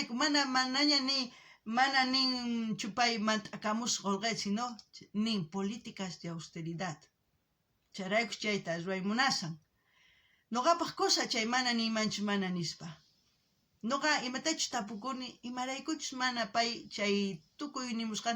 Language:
South Bolivian Quechua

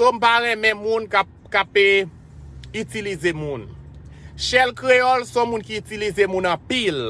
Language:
Haitian Creole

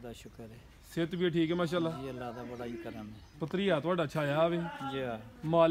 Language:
Punjabi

